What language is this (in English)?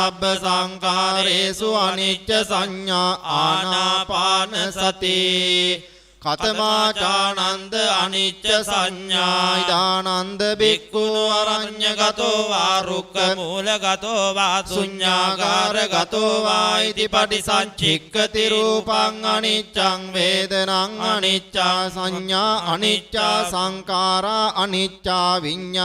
Pali